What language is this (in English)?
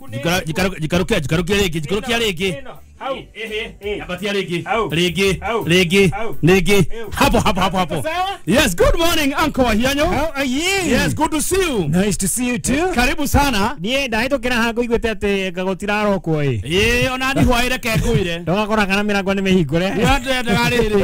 Kikuyu